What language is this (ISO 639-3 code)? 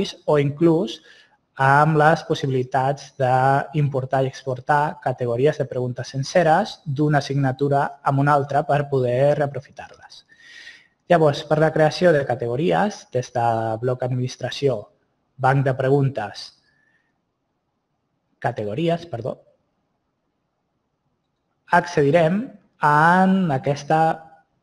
cat